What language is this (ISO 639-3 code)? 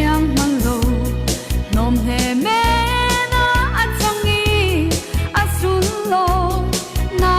cfm